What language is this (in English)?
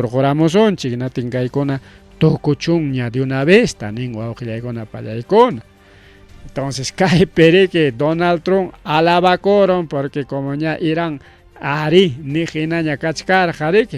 Ayacucho Quechua